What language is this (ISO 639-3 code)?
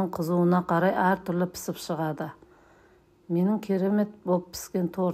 kaz